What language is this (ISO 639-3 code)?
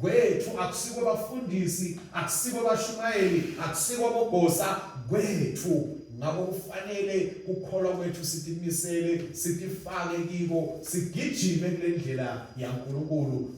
ssw